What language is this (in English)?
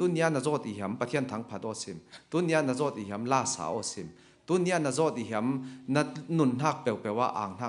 Falam Chin